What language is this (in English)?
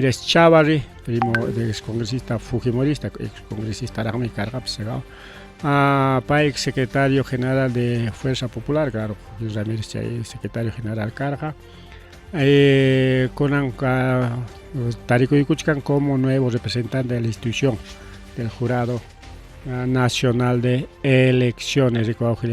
Ayacucho Quechua